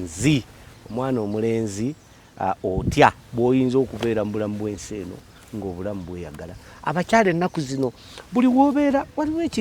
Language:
Ganda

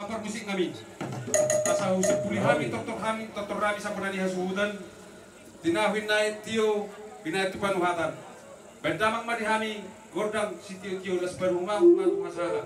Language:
Batak Toba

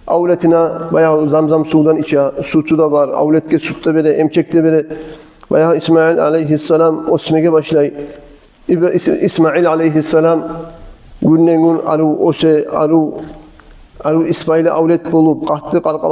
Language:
Kumyk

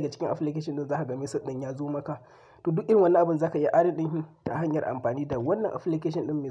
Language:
Hausa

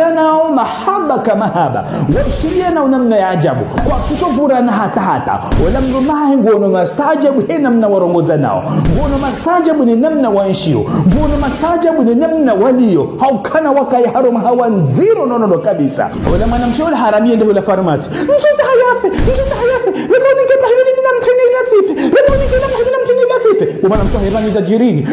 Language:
Ngazidja Comorian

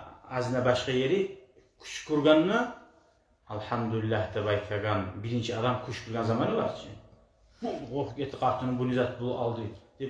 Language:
Kumyk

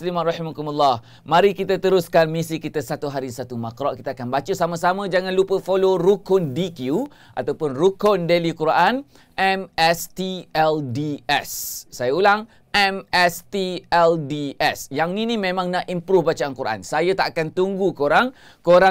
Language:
Malay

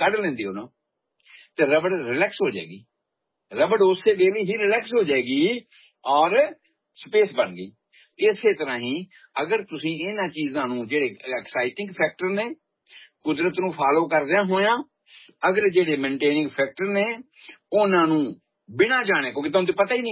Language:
Punjabi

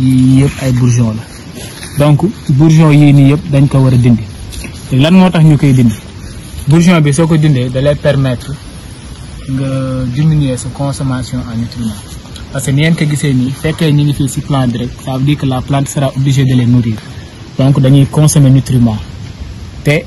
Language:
Wolof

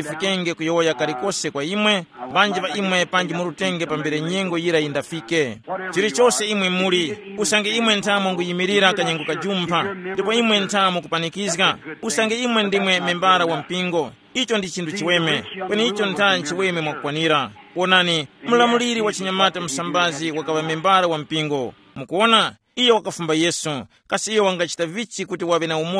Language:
Tumbuka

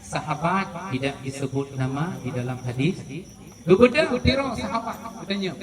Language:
Achinese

